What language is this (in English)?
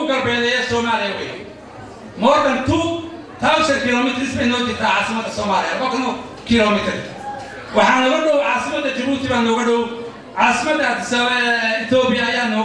Somali